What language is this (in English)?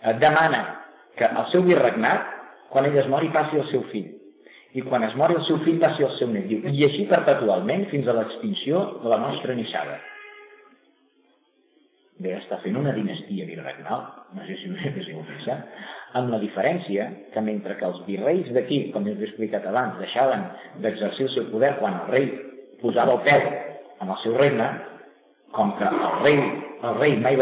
Catalan